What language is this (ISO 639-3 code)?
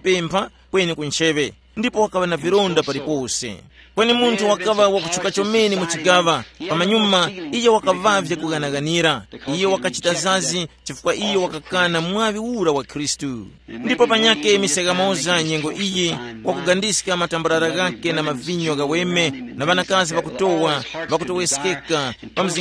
tum